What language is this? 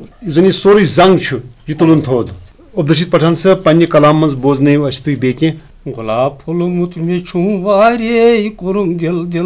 Kashmiri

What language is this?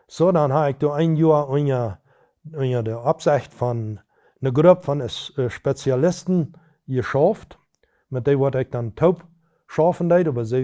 Plautdietsch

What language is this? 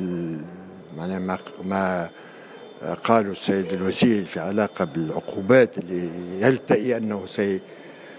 Tunisian Arabic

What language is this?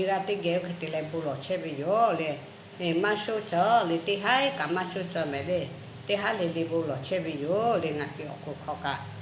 Lahu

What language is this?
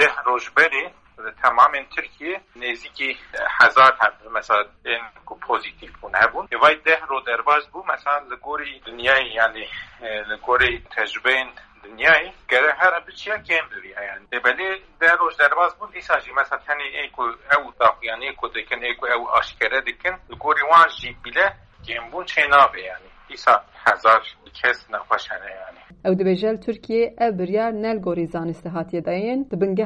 Kurdish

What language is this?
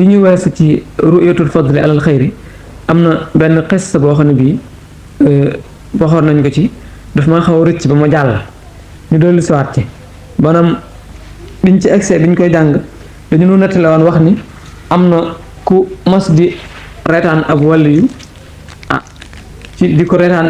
Wolof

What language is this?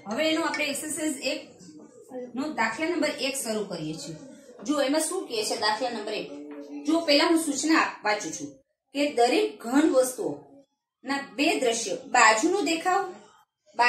Gujarati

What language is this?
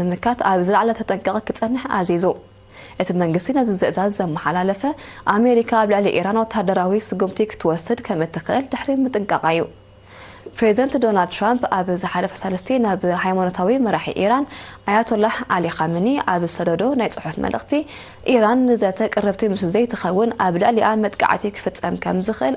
Tigrinya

